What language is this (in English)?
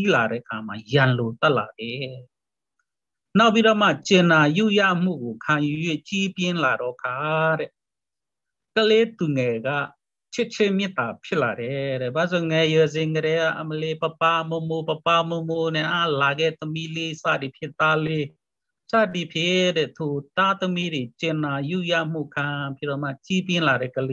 Burmese